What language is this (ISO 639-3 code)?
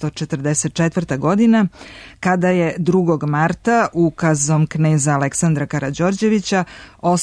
srp